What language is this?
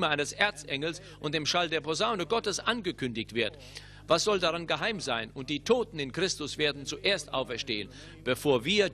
German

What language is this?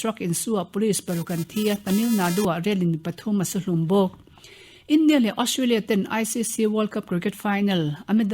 Mizo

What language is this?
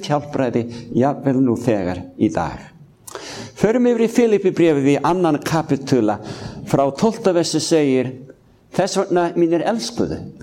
Icelandic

